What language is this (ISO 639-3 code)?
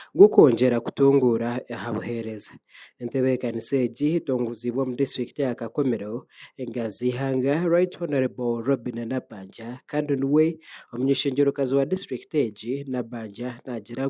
nyn